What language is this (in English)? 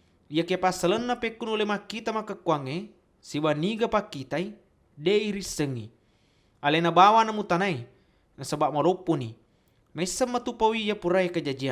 Buginese